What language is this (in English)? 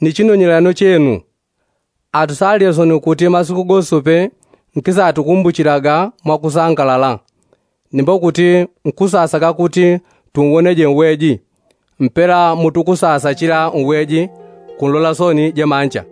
Yao